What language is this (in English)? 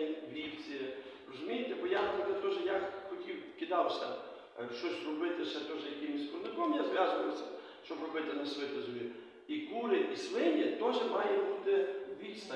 Ukrainian